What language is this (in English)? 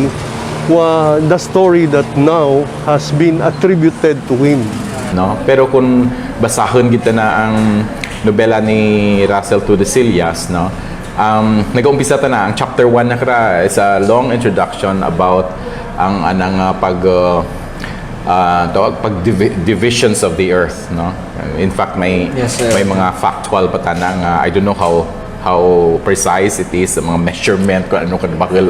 Kinaray-a